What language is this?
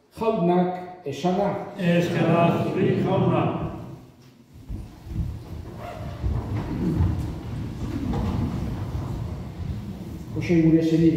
Basque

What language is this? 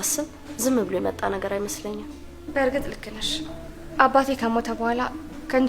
Amharic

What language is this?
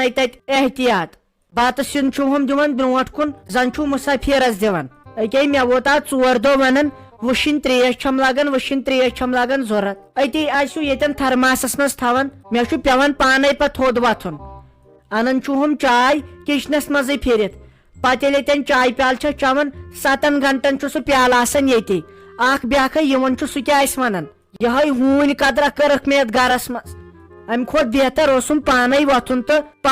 Kashmiri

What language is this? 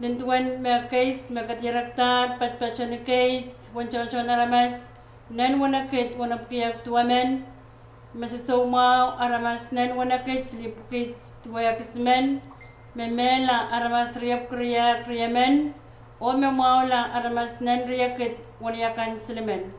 Pohnpeian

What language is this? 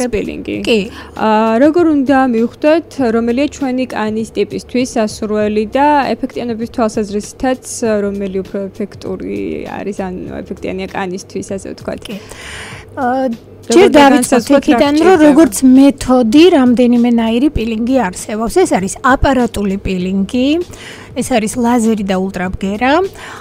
Georgian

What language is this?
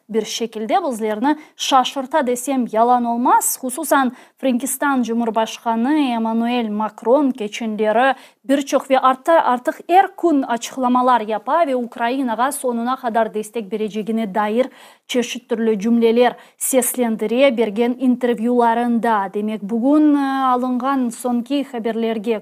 Crimean Tatar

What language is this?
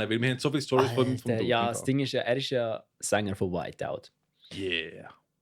Swiss German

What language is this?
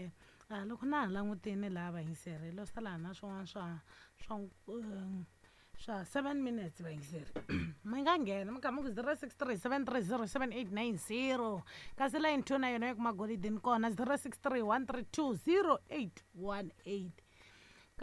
Tsonga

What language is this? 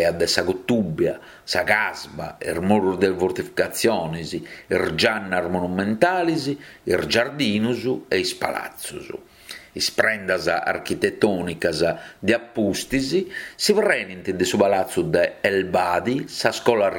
Sardinian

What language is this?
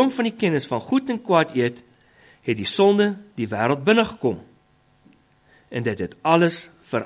Afrikaans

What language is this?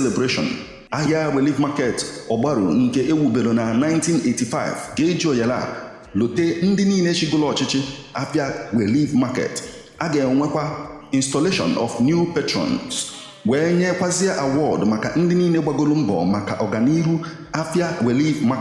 Igbo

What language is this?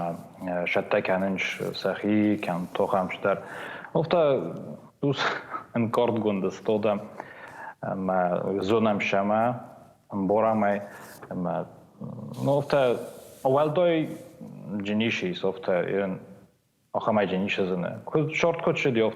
Ossetic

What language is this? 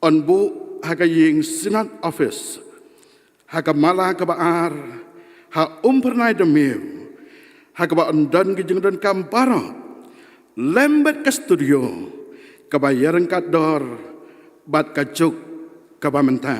Khasi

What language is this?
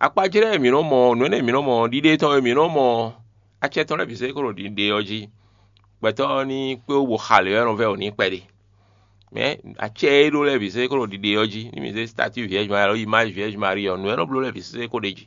Fon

